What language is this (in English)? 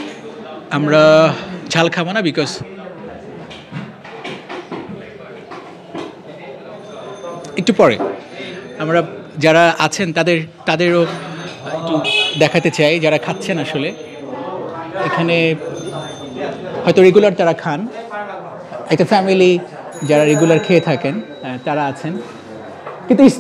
Bangla